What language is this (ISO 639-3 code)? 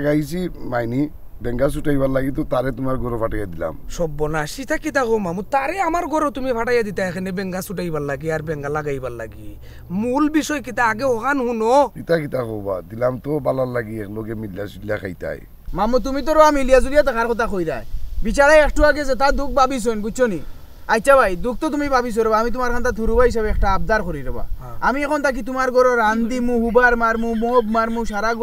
syl